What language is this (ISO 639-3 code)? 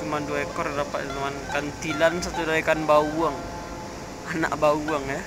min